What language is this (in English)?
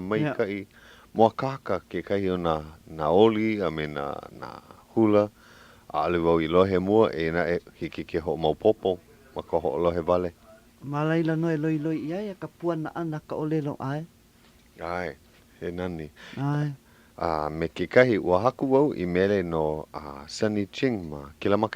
Hawaiian